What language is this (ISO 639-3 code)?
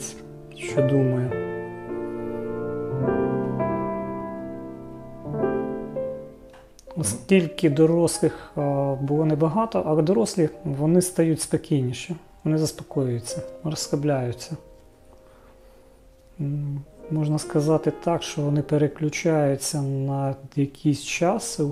ukr